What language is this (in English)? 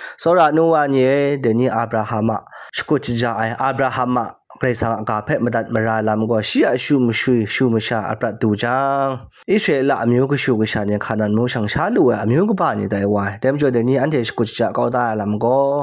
Kachin